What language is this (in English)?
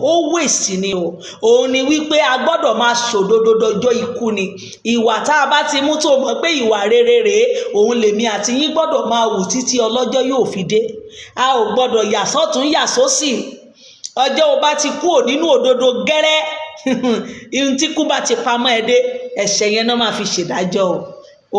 Yoruba